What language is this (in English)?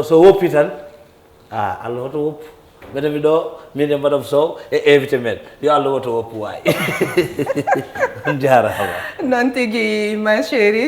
Fula